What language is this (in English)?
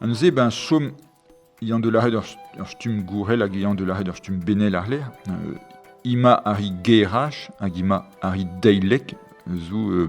Breton